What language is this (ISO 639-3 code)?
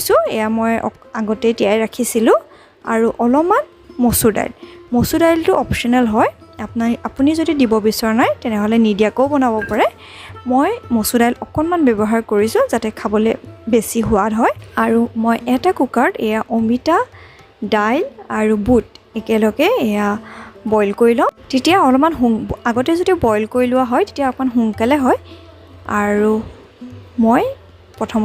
asm